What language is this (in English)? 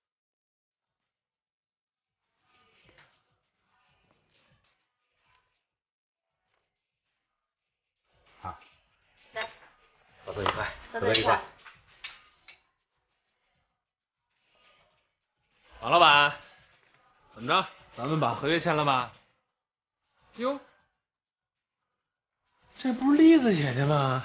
Chinese